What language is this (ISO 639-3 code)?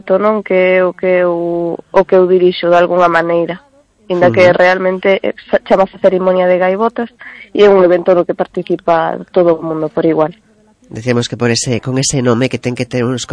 glg